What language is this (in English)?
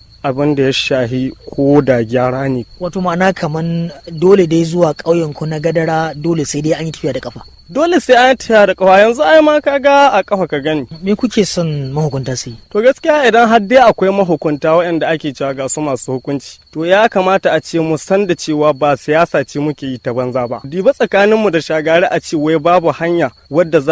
Hausa